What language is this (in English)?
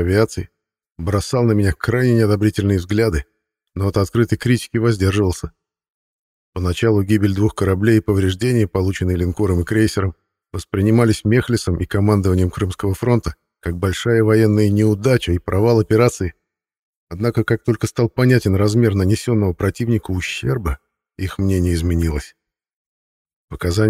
Russian